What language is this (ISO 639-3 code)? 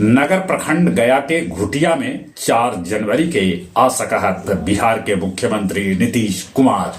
mag